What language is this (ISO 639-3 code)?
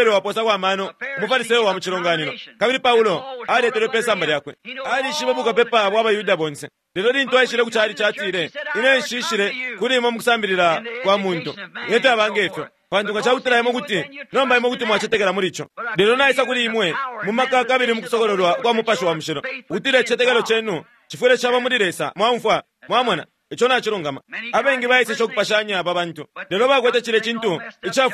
bem